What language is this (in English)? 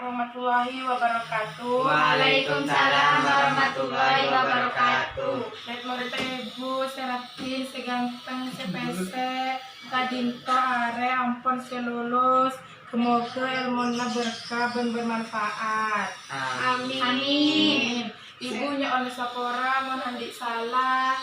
Madurese